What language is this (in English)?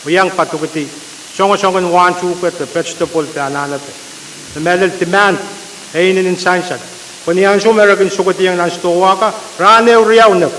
Pohnpeian